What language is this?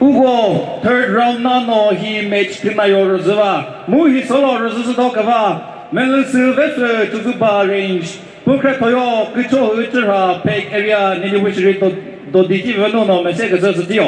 Chokri Naga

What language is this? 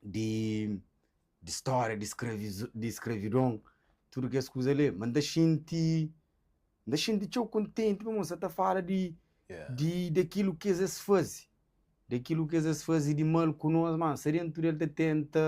Kabuverdianu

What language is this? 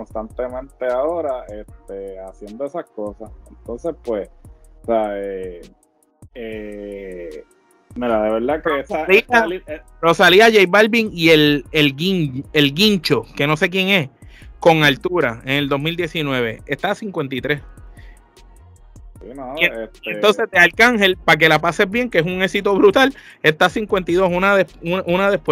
Spanish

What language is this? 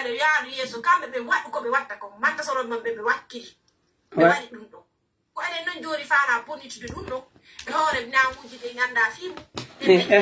Pular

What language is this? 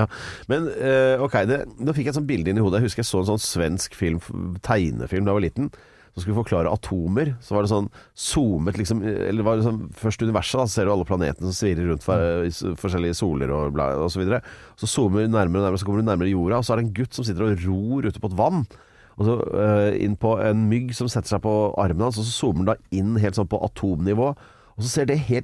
Norwegian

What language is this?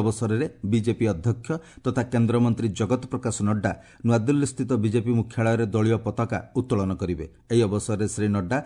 Odia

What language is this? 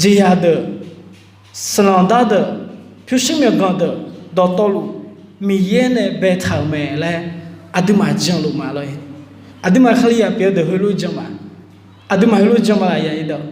Akha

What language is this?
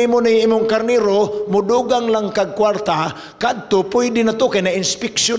Cebuano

